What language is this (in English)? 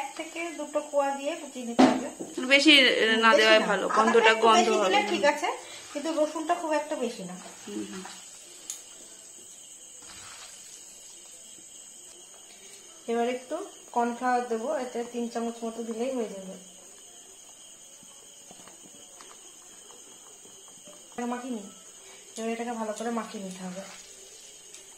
Bangla